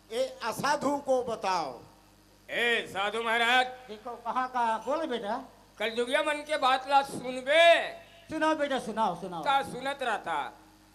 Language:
Chhattisgarhi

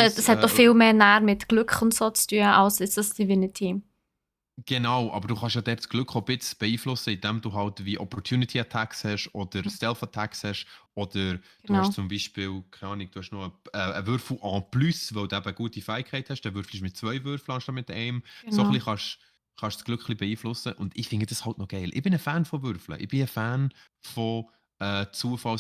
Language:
Swiss German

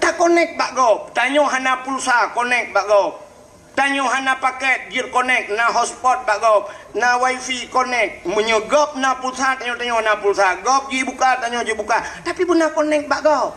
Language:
Achinese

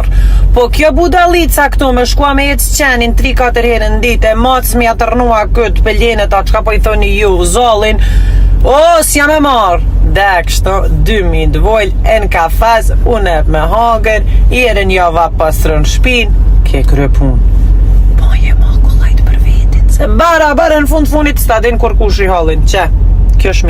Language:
Albanian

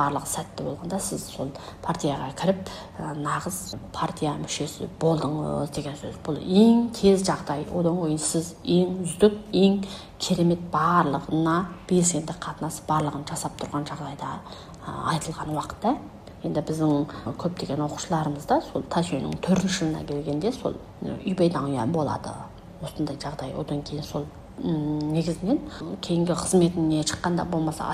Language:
Kazakh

